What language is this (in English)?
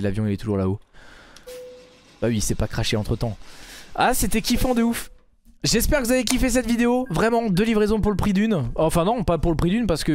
French